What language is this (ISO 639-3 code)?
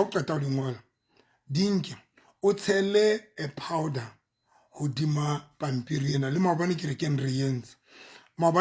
sot